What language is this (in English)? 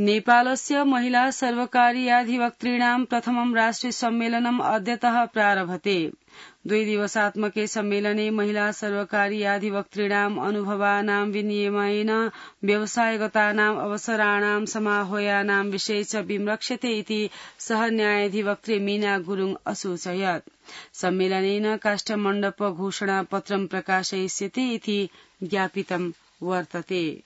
Sanskrit